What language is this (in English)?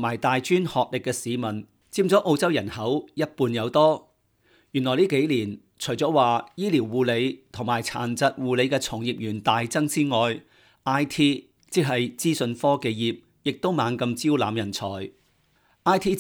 Cantonese